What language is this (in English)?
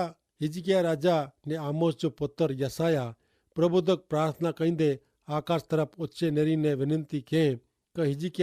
Kachhi